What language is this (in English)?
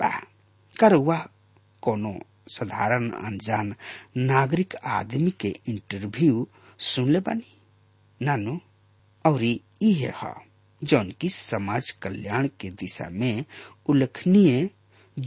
Bhojpuri